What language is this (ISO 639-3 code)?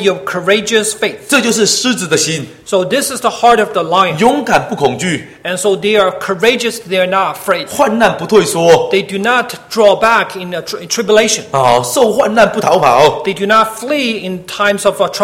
zho